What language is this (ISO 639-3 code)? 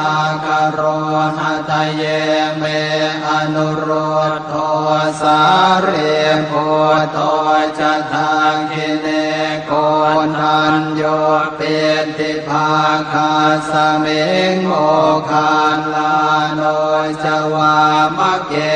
pli